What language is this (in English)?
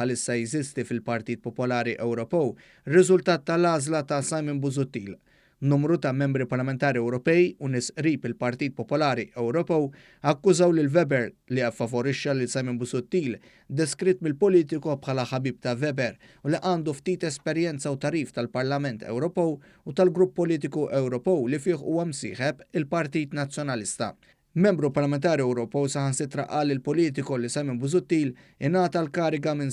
Maltese